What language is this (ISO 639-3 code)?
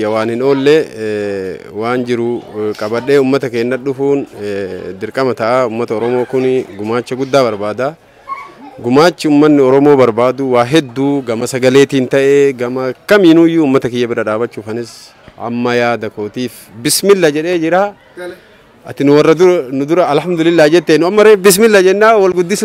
orm